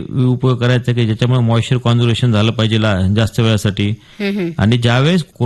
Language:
Marathi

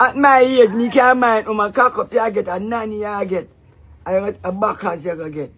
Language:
Jamaican Creole English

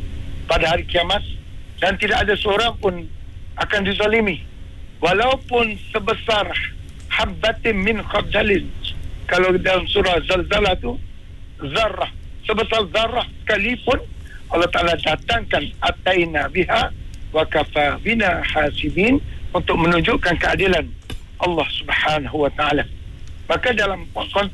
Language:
Malay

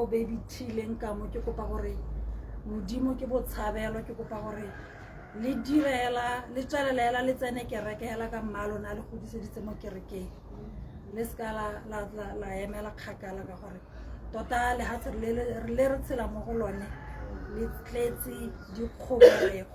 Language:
Tswana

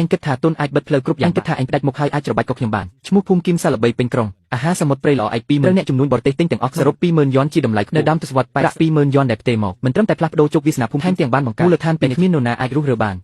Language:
Khmer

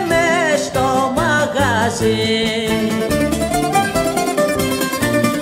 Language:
Greek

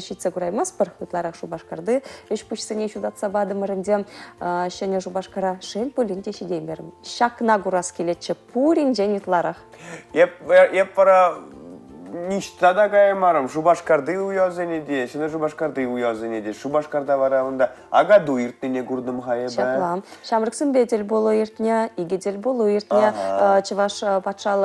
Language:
Chuvash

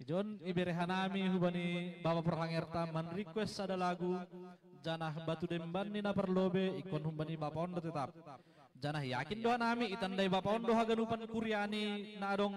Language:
Batak Simalungun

